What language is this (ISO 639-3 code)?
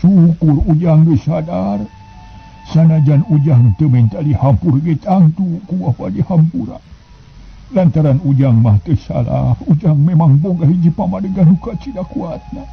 sun